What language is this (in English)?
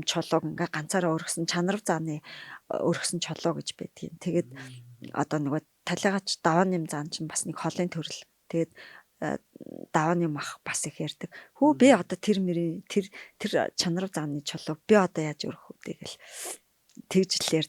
Mongolian